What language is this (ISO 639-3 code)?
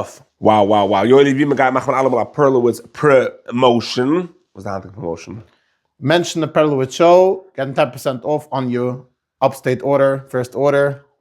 yid